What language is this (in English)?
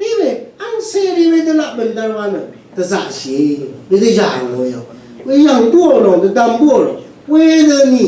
Rawang